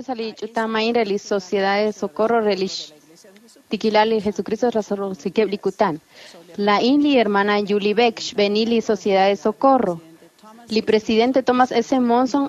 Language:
Kekchí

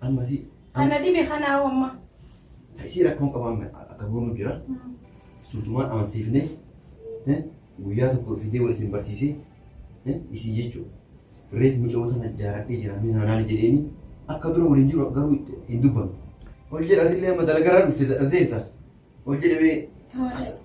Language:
Oromo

